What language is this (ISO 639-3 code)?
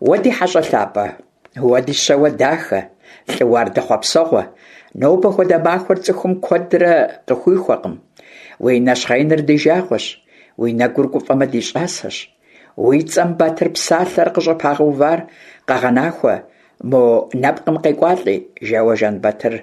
kbd